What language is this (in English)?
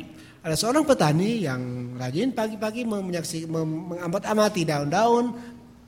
Indonesian